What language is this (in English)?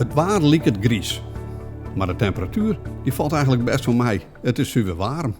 Western Frisian